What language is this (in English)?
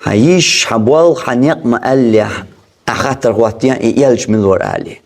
Chechen